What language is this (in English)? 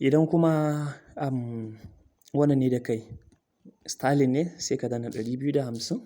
Hausa